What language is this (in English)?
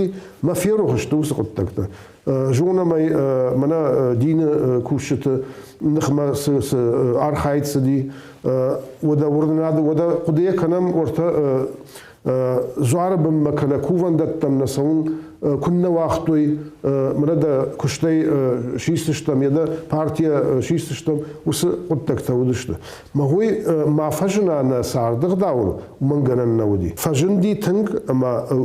Ossetic